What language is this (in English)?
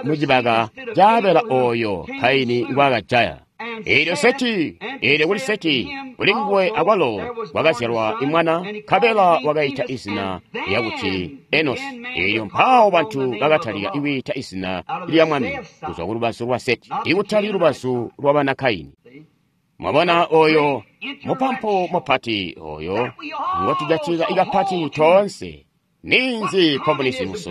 Tonga (Zambia)